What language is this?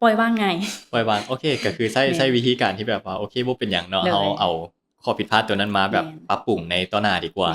Lao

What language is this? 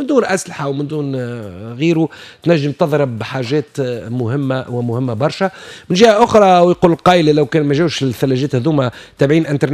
Tunisian Arabic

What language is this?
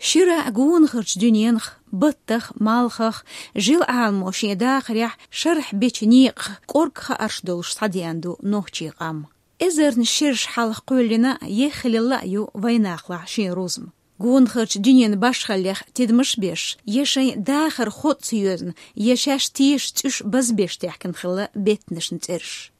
Chechen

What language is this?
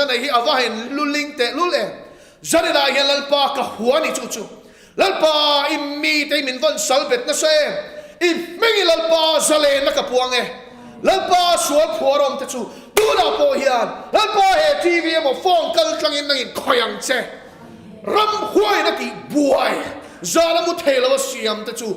Mizo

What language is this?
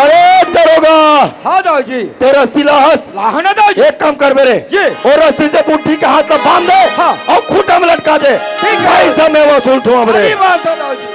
Chhattisgarhi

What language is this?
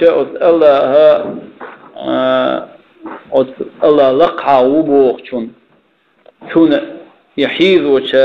Chechen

